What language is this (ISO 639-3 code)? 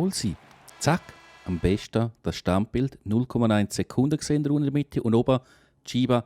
gsw